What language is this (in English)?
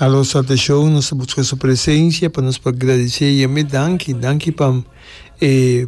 Papiamento